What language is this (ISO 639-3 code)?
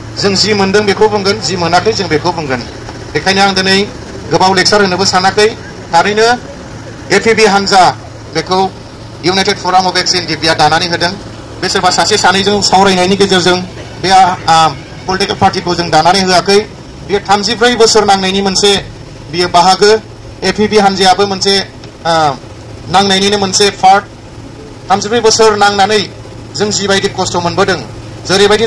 brx